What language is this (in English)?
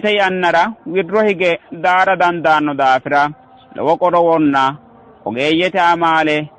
Sidamo